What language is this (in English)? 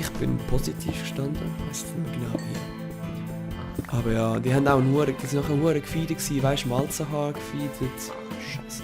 Swiss German